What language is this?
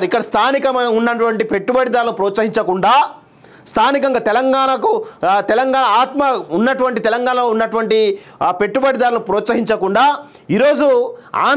Telugu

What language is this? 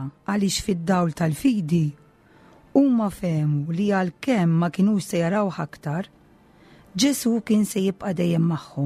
Maltese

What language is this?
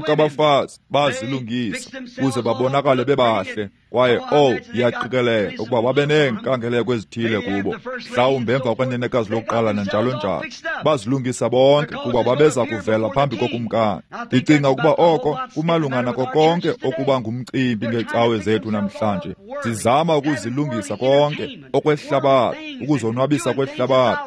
Xhosa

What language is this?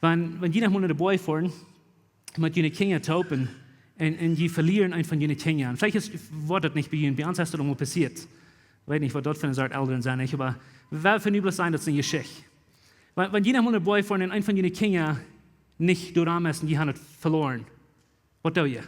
Plautdietsch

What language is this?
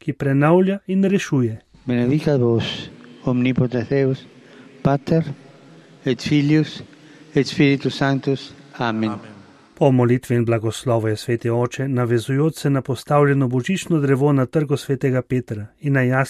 Slovenian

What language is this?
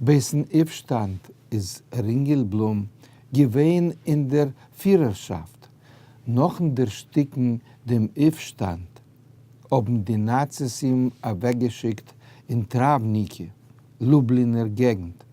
Yiddish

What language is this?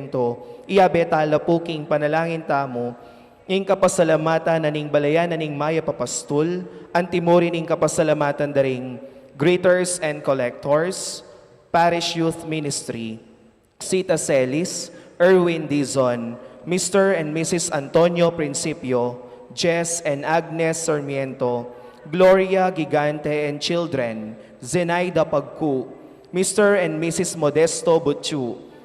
Pampanga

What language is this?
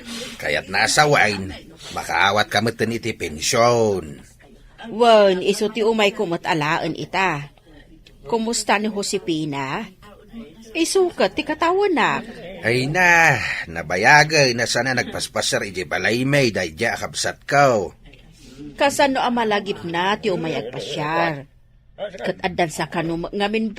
Iloko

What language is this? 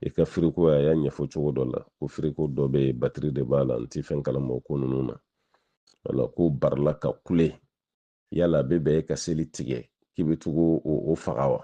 Bambara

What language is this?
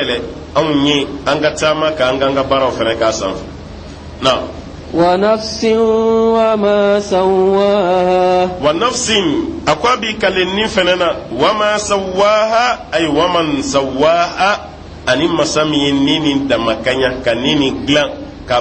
Bambara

